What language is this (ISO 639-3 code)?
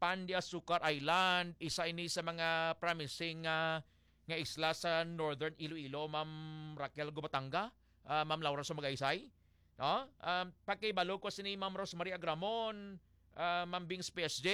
hil